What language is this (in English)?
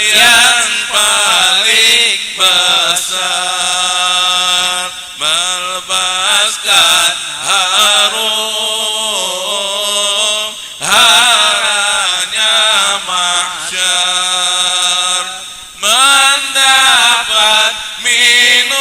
Betawi